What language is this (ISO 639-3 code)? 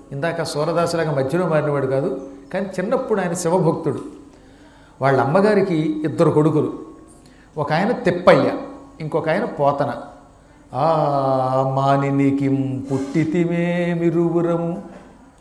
tel